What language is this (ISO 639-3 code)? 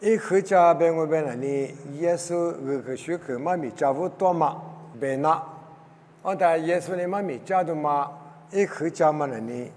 lis